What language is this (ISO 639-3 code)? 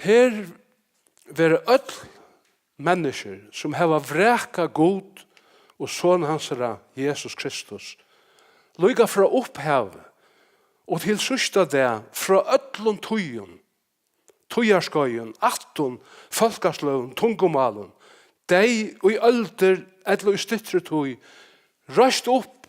fao